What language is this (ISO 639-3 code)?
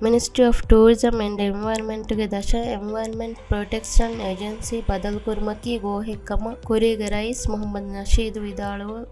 div